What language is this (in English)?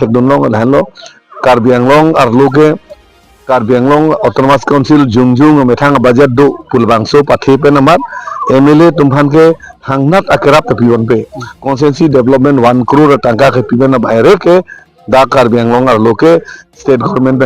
Karbi